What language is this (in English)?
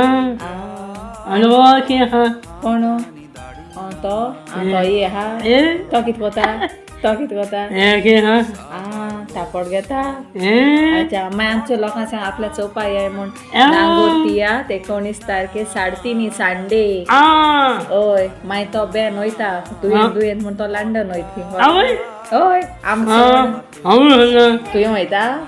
Konkani